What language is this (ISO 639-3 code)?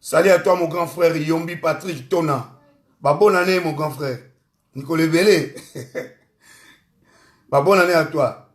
lin